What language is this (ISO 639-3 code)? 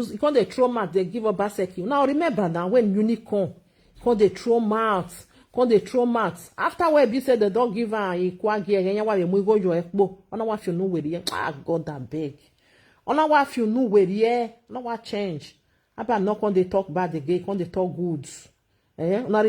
pcm